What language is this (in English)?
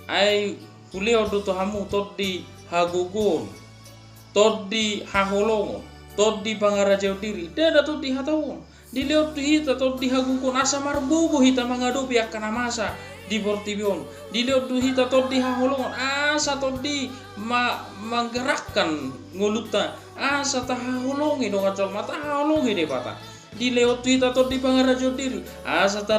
Batak Toba